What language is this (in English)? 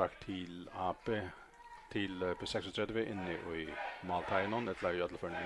Faroese